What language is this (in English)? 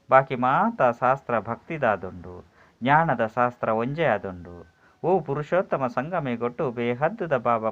Tulu